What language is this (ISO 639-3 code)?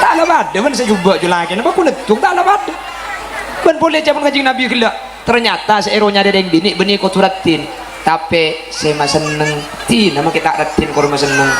mad